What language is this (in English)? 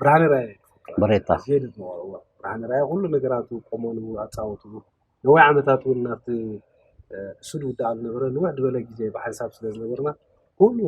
Tigrinya